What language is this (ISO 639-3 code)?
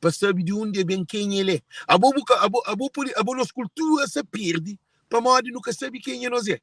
kea